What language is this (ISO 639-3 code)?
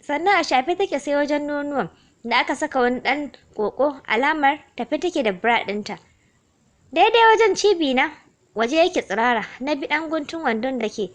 hau